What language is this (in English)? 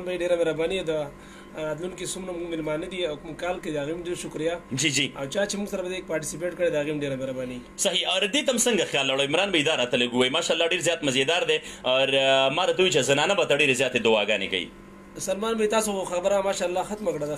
Pashto